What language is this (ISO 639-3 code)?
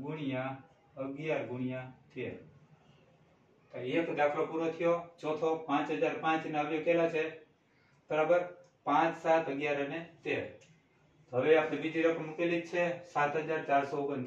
guj